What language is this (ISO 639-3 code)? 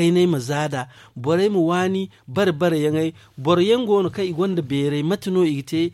dje